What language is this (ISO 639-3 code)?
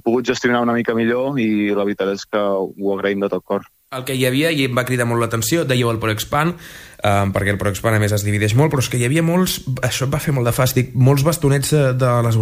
cat